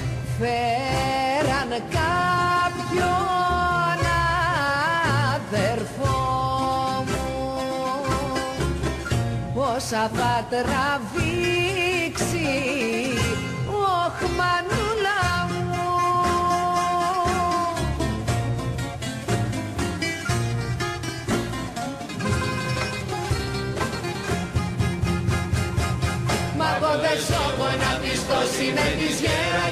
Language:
Greek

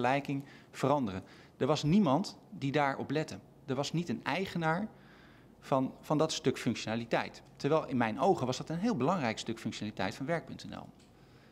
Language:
Dutch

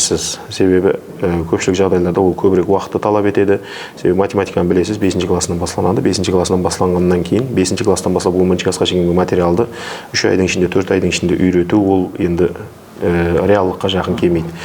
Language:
Kara-Kalpak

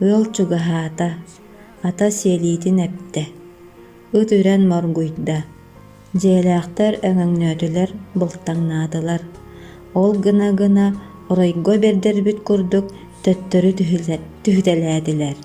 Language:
Yakut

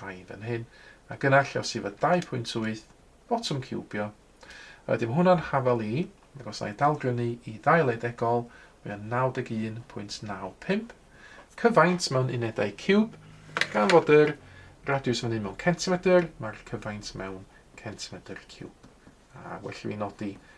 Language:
Welsh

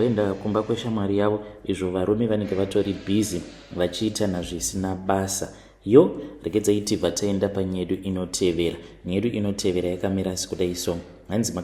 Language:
Shona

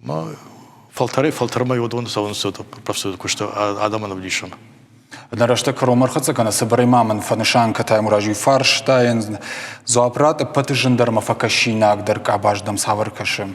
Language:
Ossetic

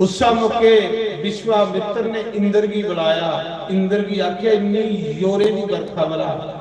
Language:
Dogri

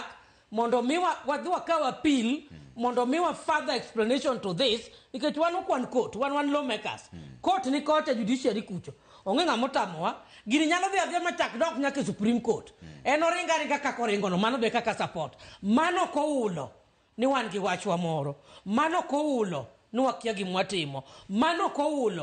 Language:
Luo (Kenya and Tanzania)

